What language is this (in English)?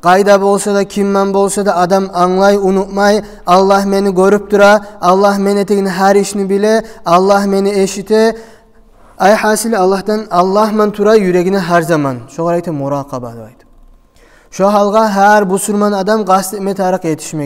Kumyk